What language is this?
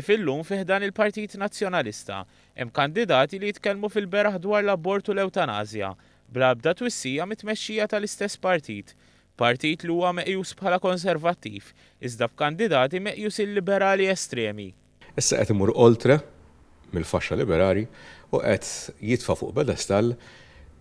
Maltese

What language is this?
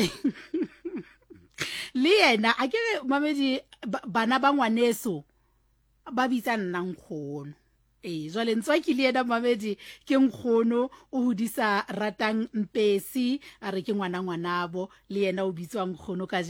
Southern Sotho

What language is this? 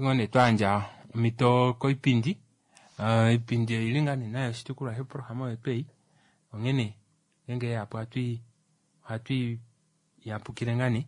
Kuanyama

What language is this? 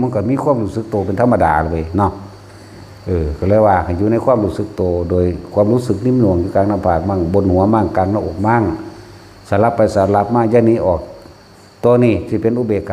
Lao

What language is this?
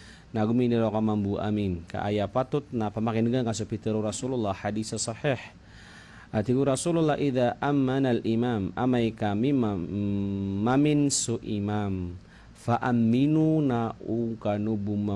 Maranao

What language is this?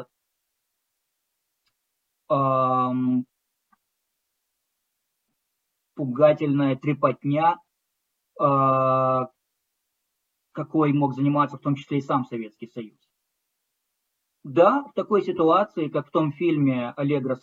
Russian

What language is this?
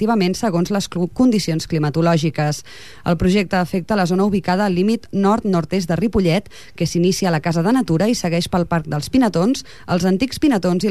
Catalan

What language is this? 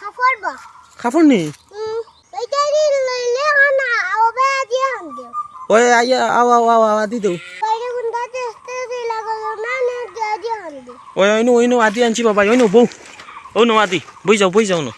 Sylheti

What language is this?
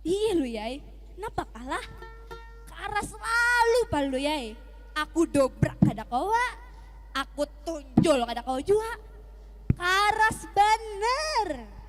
Banjar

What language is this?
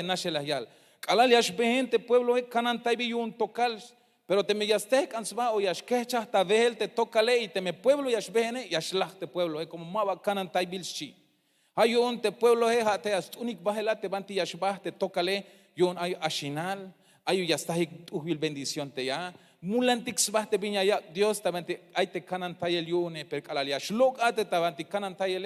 Tzeltal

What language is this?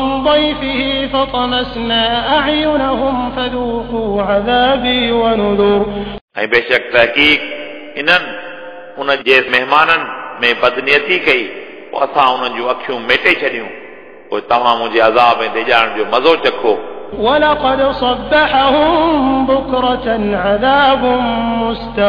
Sindhi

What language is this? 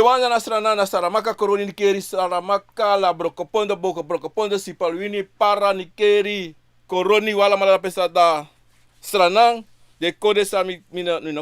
Sranan Tongo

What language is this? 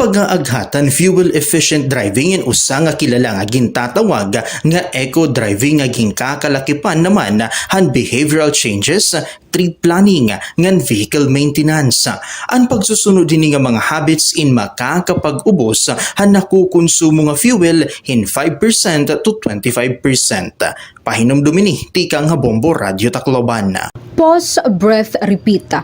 Waray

